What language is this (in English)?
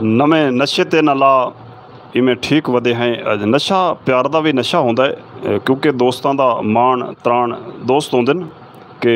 Saraiki